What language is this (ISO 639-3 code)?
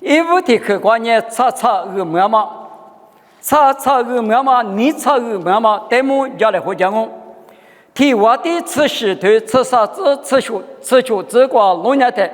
lis